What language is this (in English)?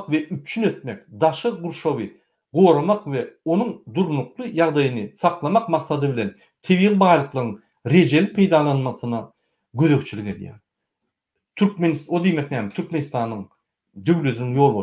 Turkmen